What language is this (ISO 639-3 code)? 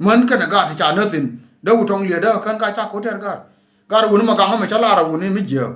nus